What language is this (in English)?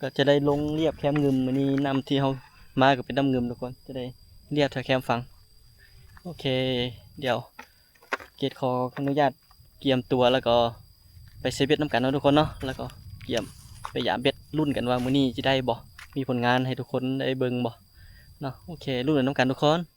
Lao